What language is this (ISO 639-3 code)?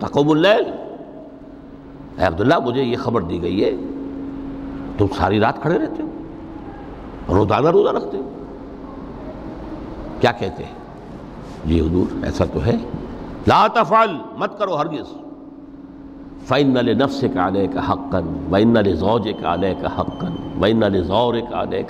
urd